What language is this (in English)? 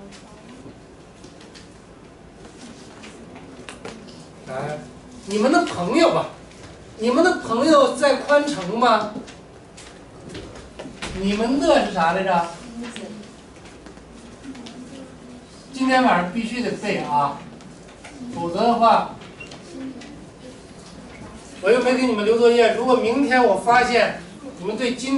Chinese